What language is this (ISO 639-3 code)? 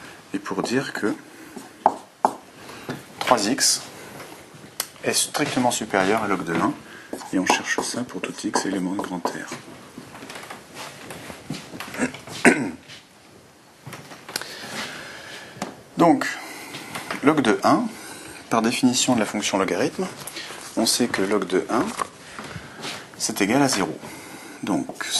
fra